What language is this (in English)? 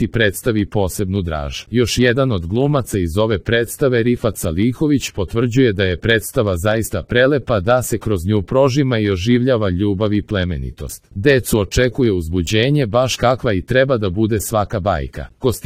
Serbian